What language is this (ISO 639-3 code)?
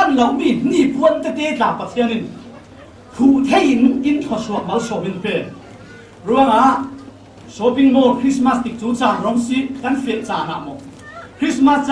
cfm